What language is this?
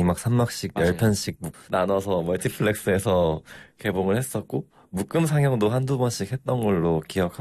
Korean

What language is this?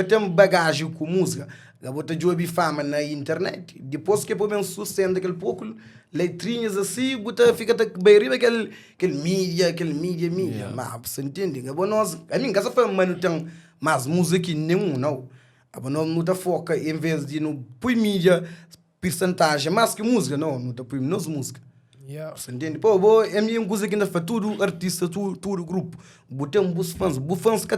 Kabuverdianu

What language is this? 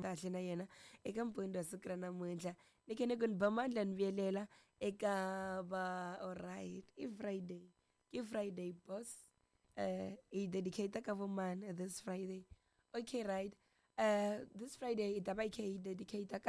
Tsonga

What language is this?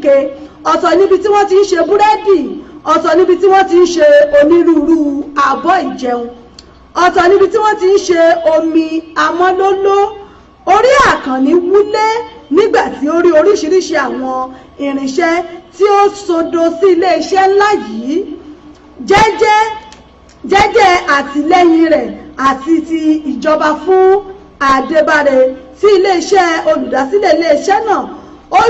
Yoruba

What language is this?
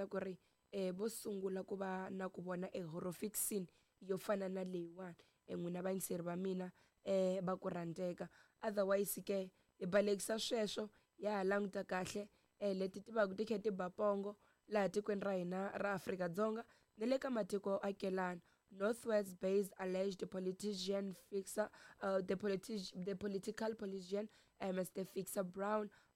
Tsonga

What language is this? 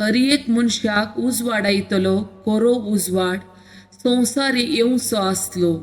Konkani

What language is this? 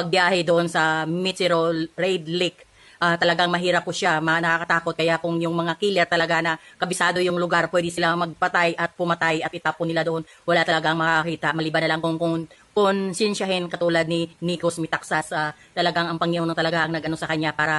Filipino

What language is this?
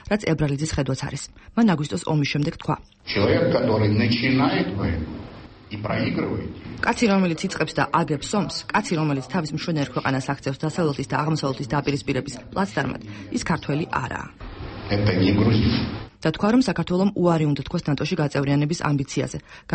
Georgian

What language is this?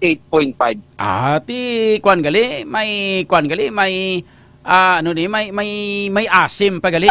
Hiligaynon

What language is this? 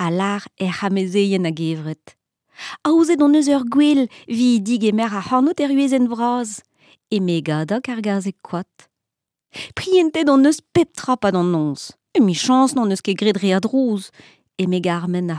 Breton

